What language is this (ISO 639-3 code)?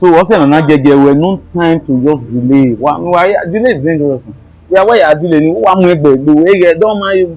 bin